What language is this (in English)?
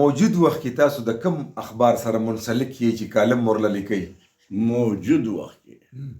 Pashto